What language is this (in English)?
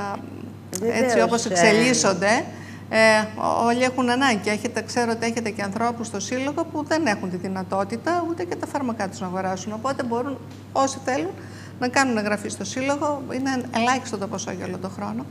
Greek